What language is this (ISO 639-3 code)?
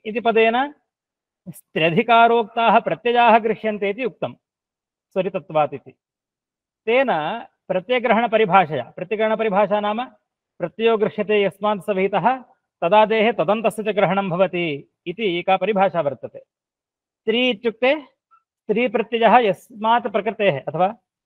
san